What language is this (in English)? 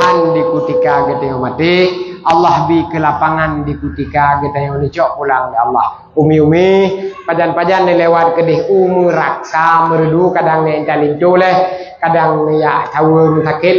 Achinese